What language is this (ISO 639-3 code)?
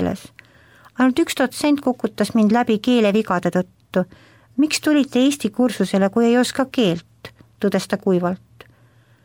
est